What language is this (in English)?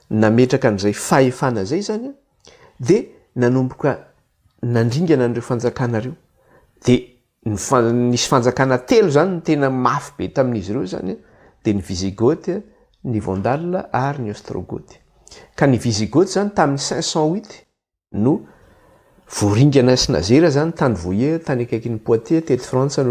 Malagasy